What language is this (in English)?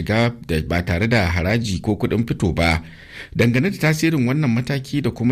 Hausa